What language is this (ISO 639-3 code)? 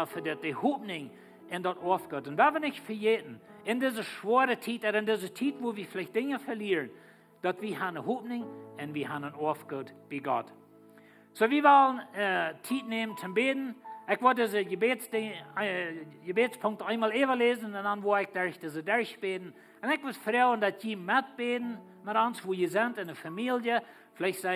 pdt